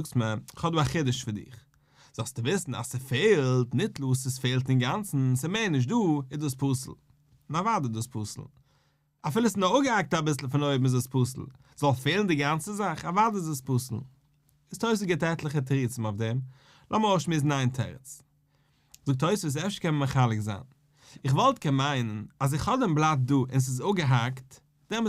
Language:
Yiddish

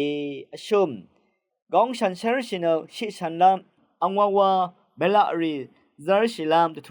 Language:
Rawang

